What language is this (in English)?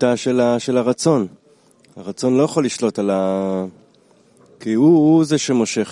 Hebrew